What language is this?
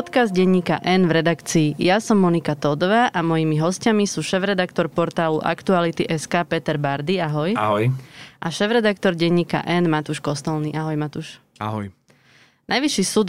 Slovak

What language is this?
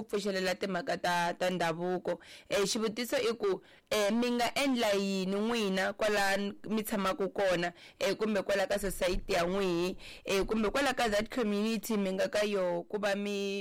Tsonga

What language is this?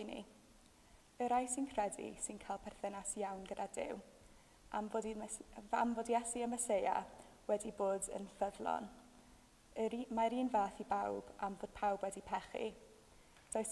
Welsh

